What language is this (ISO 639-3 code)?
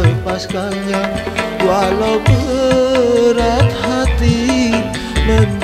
ind